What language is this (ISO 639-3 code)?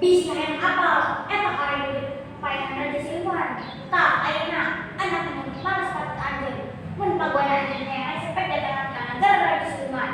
sun